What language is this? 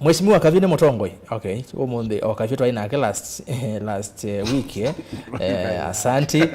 Kamba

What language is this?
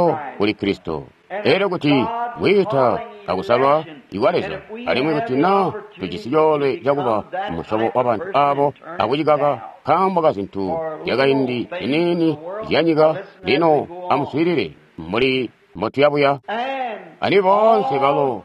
Tonga (Zambia)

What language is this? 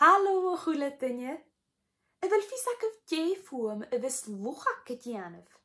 Scottish Gaelic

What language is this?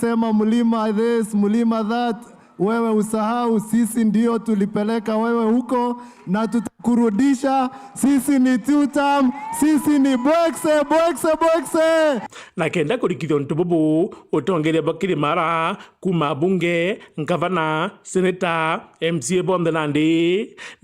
Meru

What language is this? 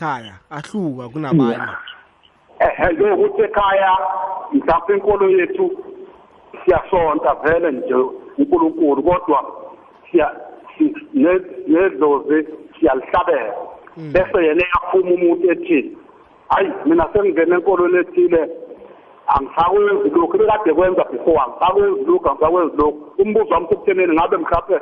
South Ndebele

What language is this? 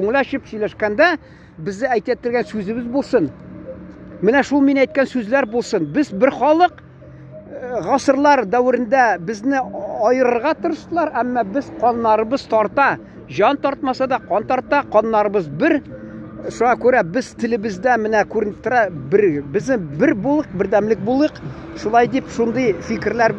Tatar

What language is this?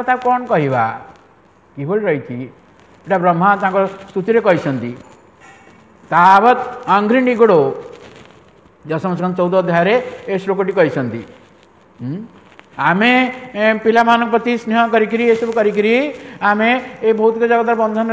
Odia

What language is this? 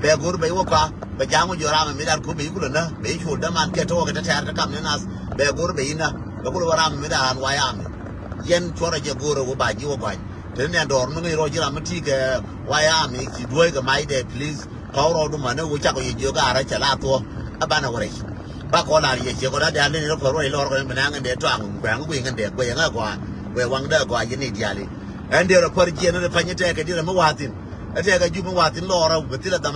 Nuer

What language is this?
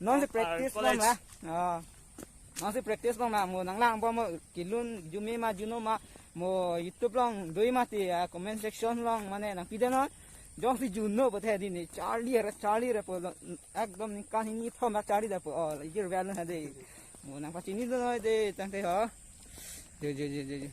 Karbi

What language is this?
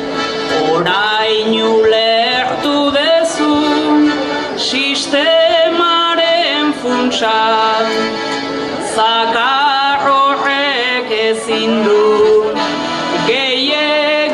Basque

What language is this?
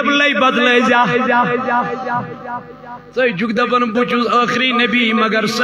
Kashmiri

